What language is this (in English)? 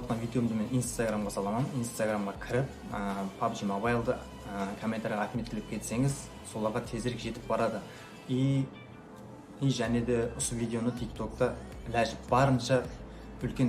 Kara-Kalpak